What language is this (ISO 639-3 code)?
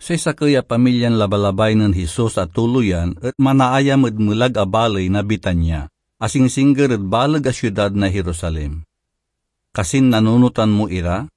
pag